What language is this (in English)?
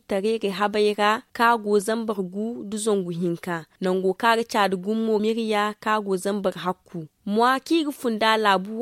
Zarma